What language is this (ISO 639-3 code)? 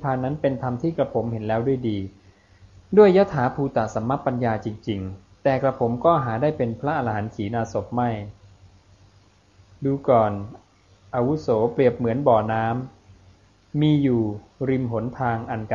tha